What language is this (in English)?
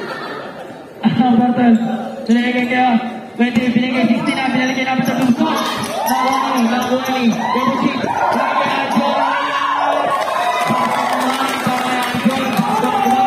Filipino